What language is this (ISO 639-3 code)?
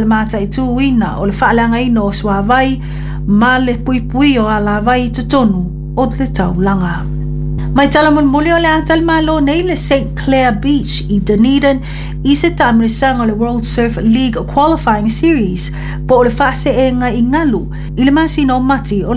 smo